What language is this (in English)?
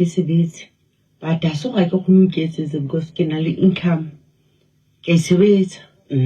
Southern Sotho